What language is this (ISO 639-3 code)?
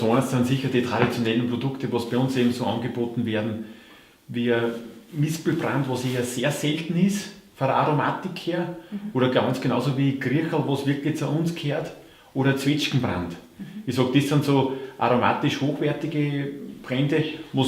bar